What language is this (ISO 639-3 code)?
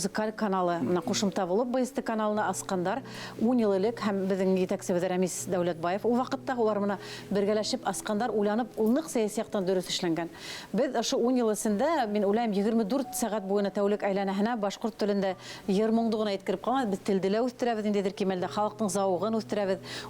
bak